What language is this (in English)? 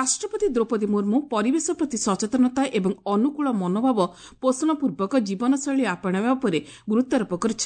Odia